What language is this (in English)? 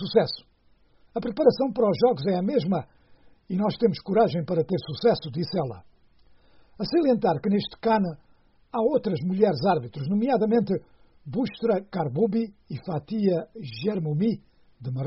Portuguese